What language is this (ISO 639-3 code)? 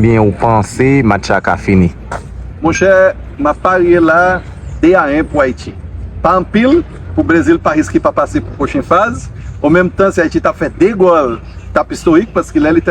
hat